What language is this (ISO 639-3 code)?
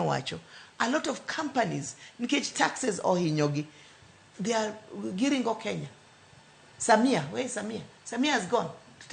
luo